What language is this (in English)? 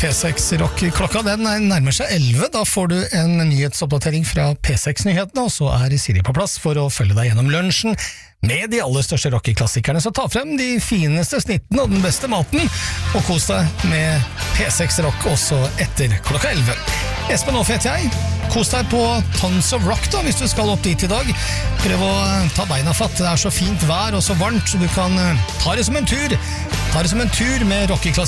Norwegian